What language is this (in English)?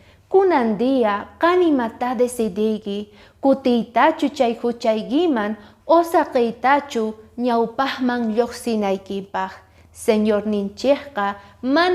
Quechua